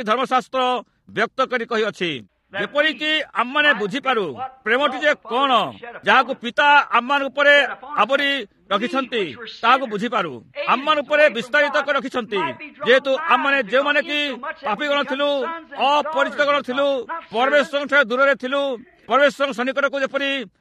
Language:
Odia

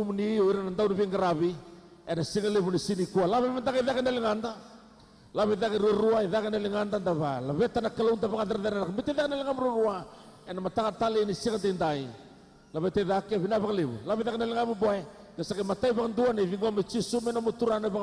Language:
Fijian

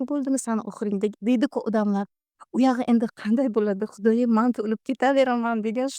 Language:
Uzbek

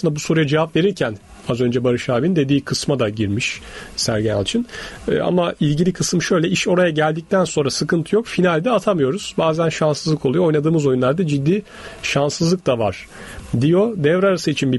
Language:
Turkish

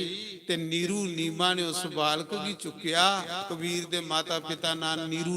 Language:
Dogri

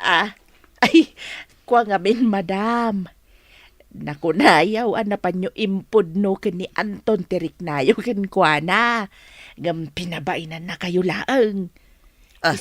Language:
Iloko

